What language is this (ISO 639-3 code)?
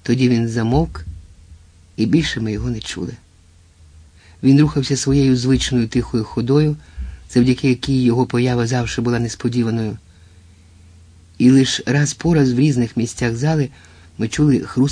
ukr